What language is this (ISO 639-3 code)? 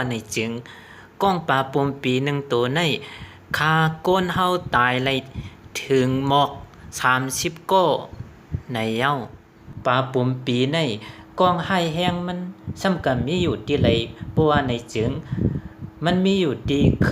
shn